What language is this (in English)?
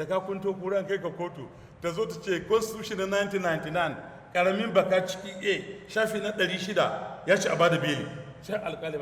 Hausa